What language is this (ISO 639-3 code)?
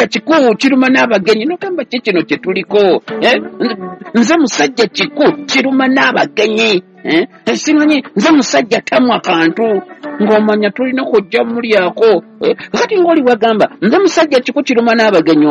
lug